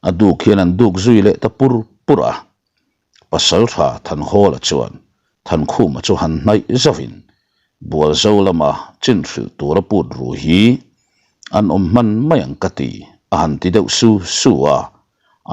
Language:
Mizo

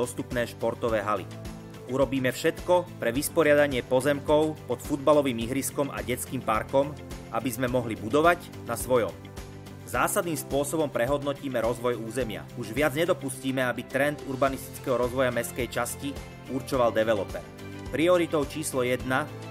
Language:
Slovak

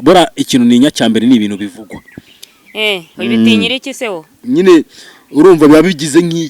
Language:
Kinyarwanda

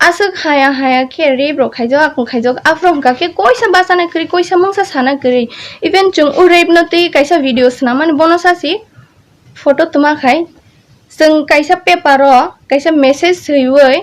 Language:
Kok Borok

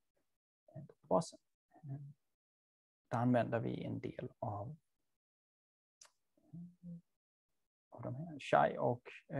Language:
Swedish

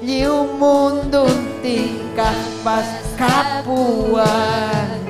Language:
Ayacucho Quechua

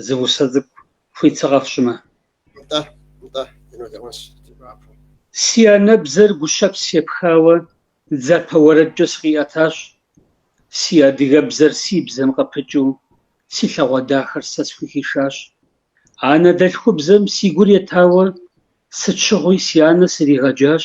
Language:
Kabardian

